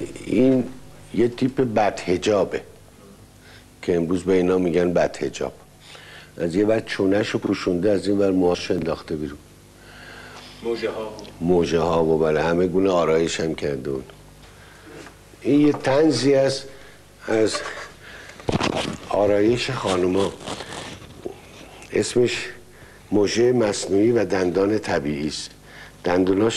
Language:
Persian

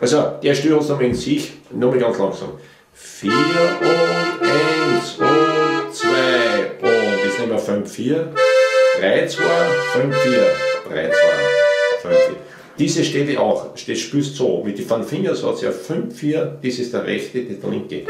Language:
Bavarian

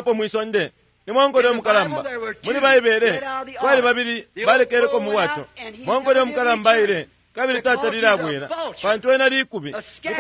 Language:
Bemba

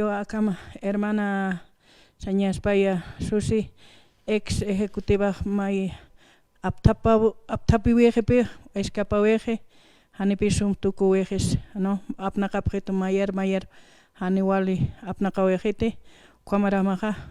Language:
Aymara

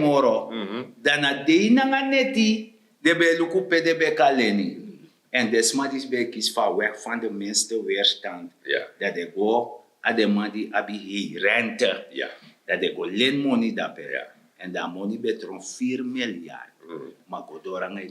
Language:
Sranan Tongo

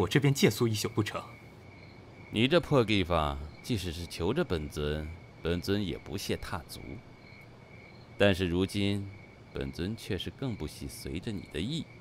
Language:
Chinese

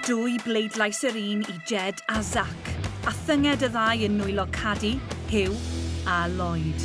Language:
Welsh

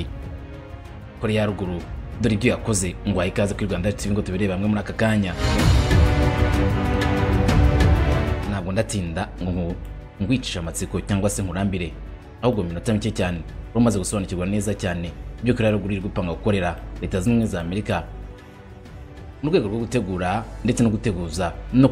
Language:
Kinyarwanda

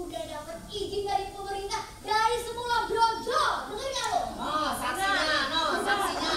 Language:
Betawi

